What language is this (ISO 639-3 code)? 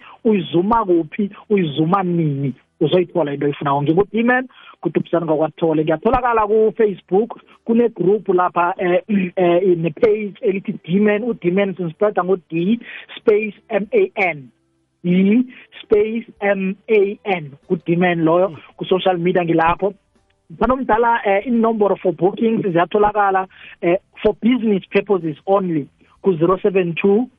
nbl